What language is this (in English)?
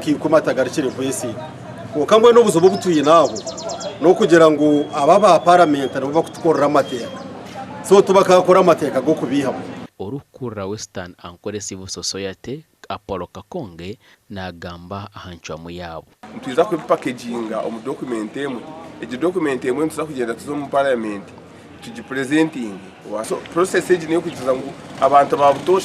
Nyankole